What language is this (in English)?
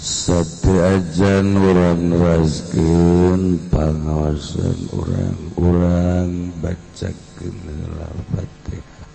Sundanese